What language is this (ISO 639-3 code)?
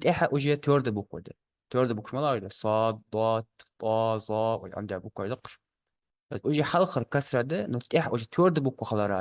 inh